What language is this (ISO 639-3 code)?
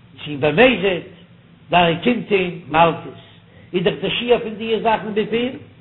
yid